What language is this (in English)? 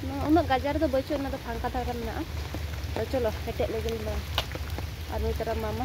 Santali